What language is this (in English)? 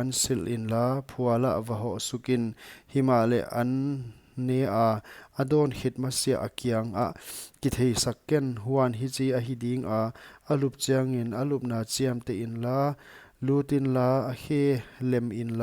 Paite Chin